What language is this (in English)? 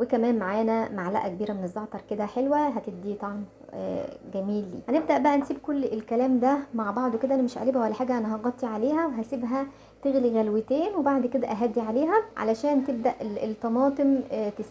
Egyptian Arabic